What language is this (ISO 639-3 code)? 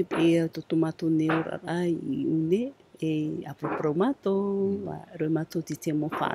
tah